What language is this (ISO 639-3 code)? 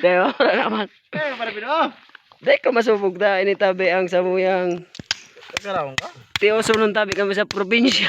bik